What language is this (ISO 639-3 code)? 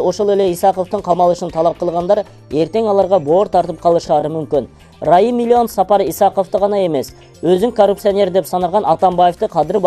kir